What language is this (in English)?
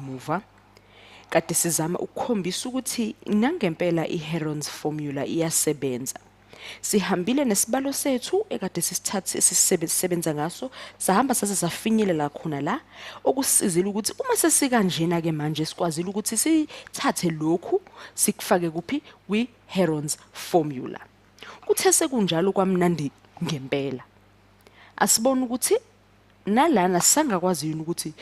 Zulu